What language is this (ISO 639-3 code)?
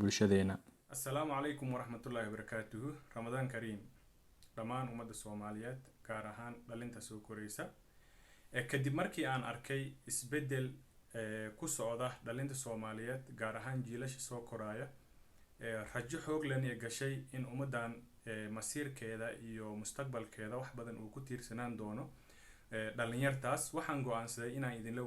som